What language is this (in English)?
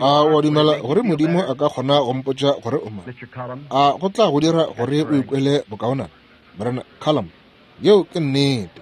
Northern Sotho